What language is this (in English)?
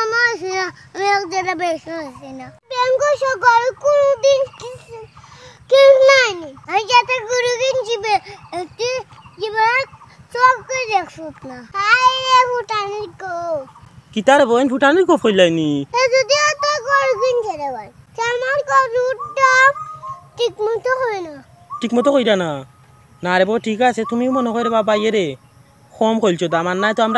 Sylheti